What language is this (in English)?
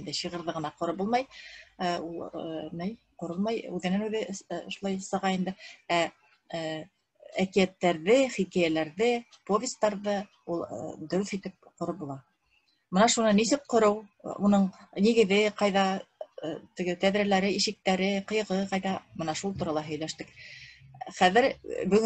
Bashkir